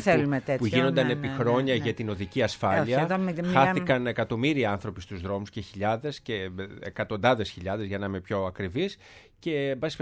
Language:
Greek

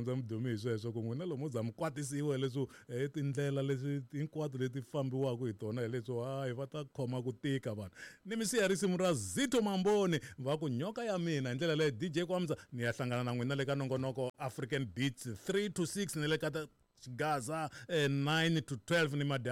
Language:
Tsonga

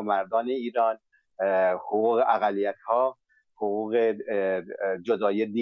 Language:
Persian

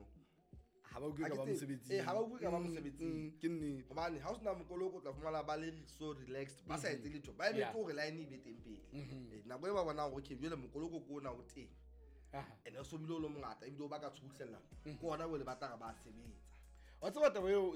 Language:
Southern Sotho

